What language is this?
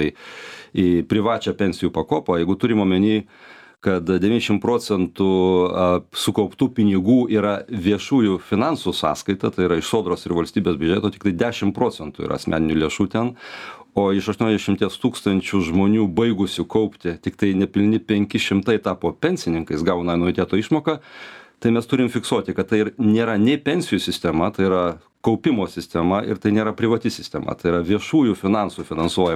Lithuanian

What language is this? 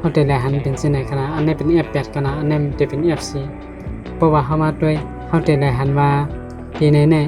Shan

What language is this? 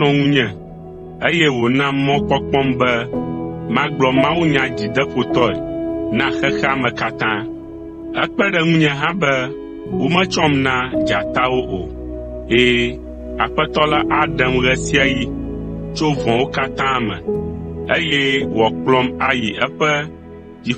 Ewe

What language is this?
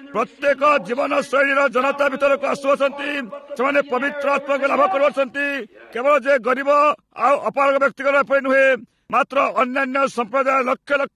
Odia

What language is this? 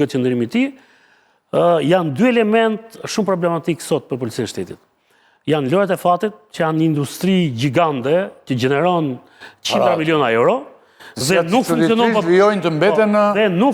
Albanian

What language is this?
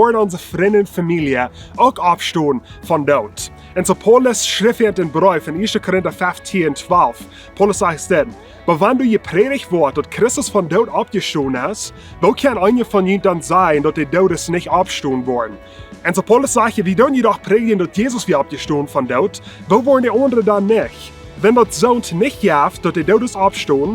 Plautdietsch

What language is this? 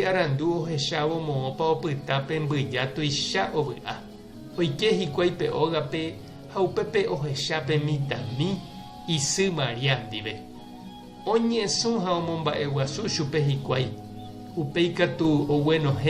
Guarani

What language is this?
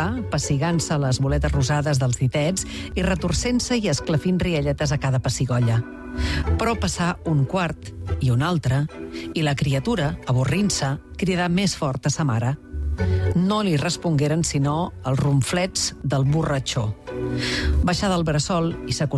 Catalan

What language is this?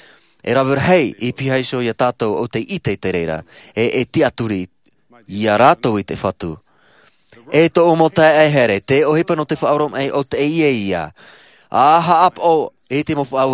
Tahitian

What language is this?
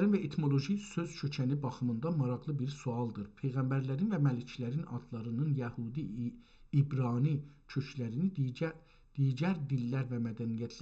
South Azerbaijani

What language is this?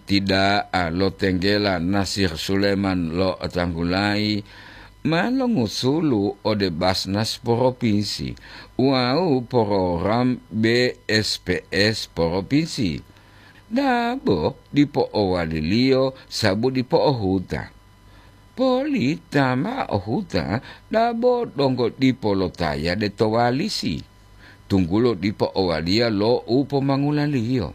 Gorontalo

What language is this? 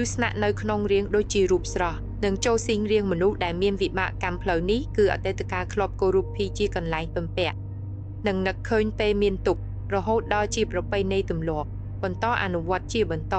Khmer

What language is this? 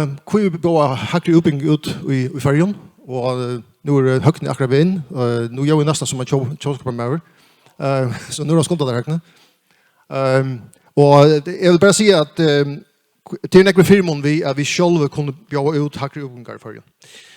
Faroese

